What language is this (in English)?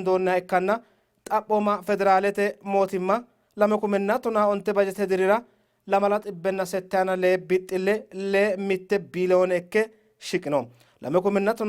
Sidamo